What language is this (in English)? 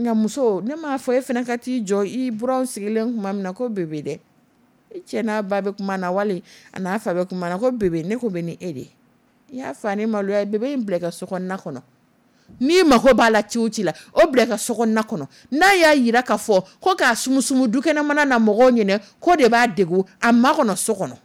Dyula